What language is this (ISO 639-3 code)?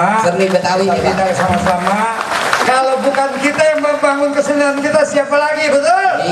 bew